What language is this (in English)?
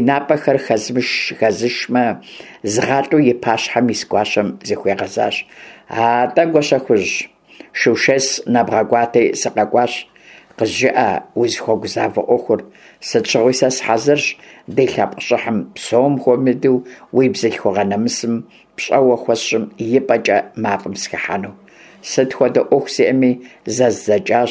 Kabardian